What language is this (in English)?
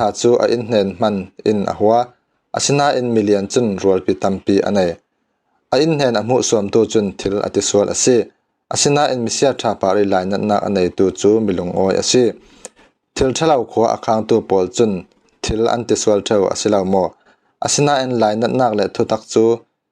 Falam Chin